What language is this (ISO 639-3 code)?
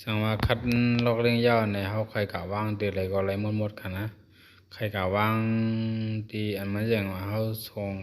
shn